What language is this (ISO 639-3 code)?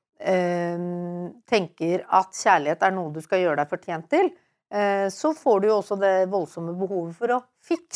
nor